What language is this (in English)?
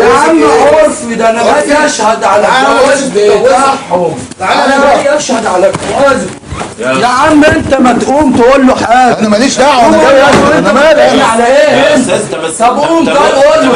Egyptian Arabic